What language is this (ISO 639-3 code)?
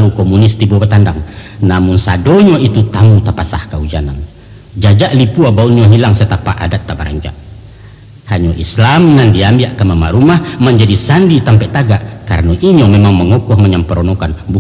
min